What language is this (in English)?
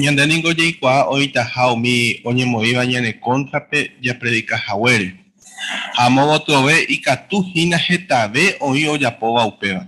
Guarani